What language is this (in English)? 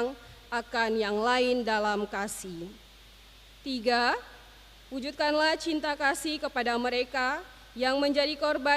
Ambonese Malay